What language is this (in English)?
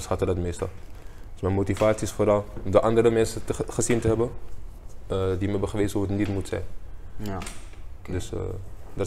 Dutch